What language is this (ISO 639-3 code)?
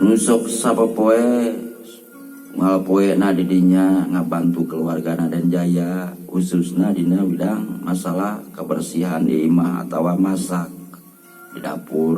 sun